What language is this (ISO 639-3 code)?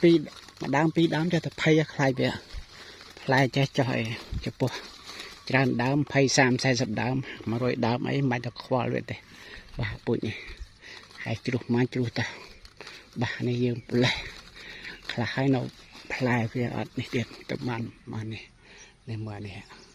khm